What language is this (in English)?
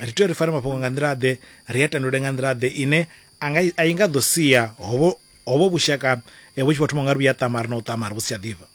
Venda